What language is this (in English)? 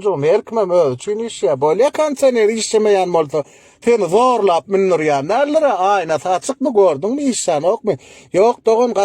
Turkmen